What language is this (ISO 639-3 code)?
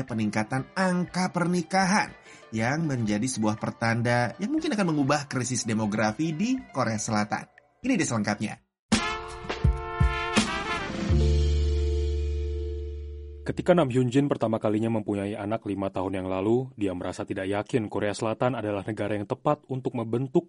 ind